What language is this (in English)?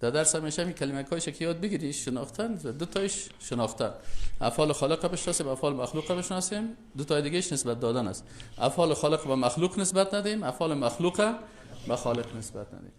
Persian